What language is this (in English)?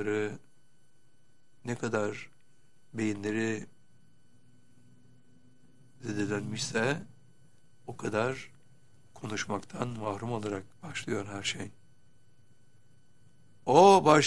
Turkish